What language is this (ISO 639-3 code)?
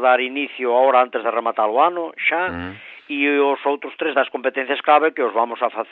glg